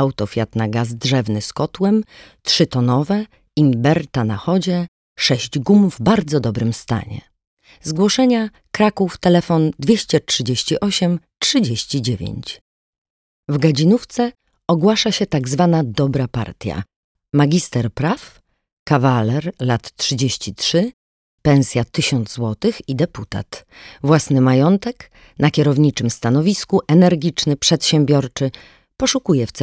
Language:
Polish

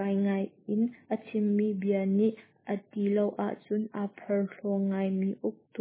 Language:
Hakha Chin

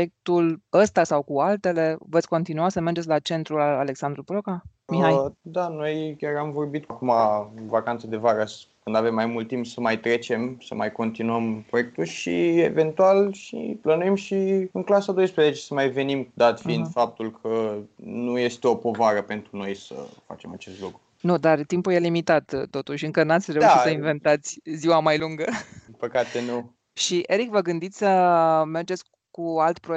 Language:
Romanian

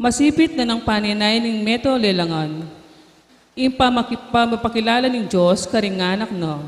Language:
Pampanga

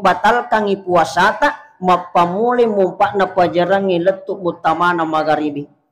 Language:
Buginese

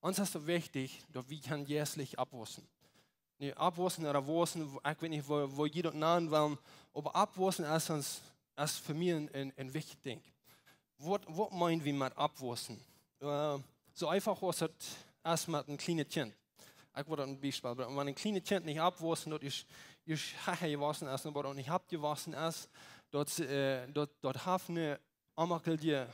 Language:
Plautdietsch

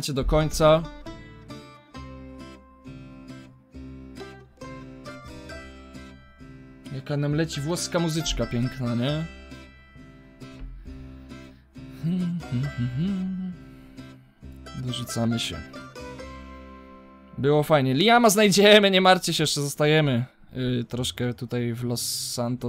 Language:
Polish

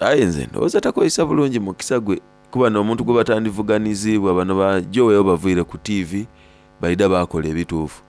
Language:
Soga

